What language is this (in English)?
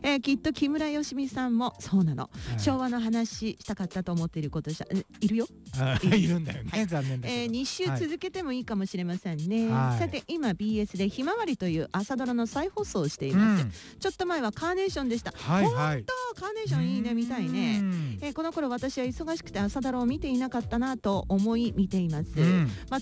Japanese